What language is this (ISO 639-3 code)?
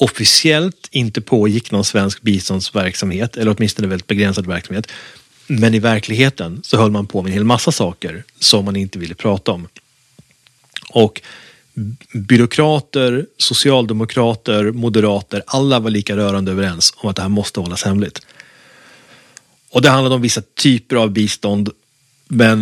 swe